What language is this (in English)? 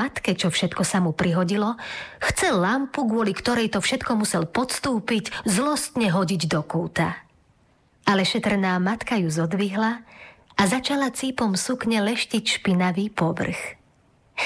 Slovak